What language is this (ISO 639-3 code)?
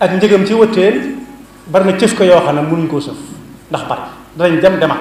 wol